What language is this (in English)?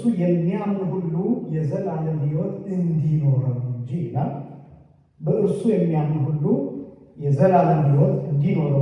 Amharic